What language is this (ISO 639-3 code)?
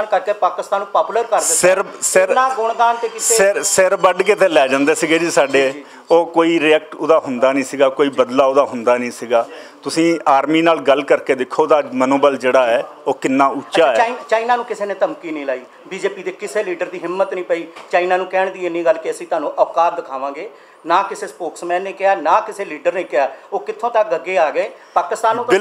pan